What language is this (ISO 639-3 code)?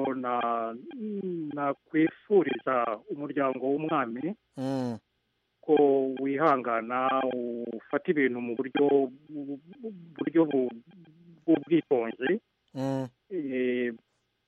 kin